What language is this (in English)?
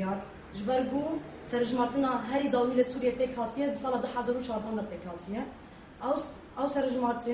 Kurdish